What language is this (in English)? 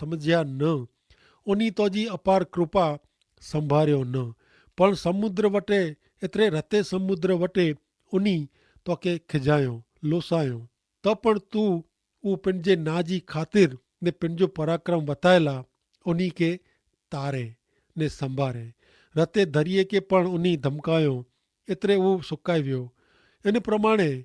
Kachhi